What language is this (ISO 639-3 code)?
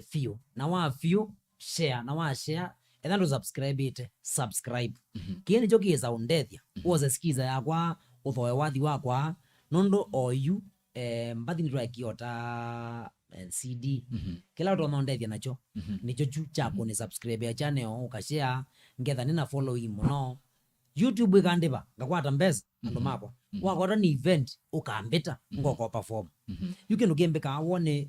kam